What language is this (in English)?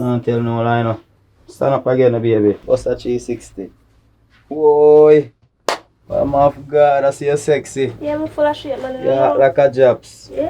Jamaican Creole English